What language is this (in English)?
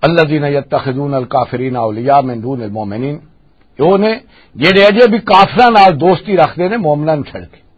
Western Panjabi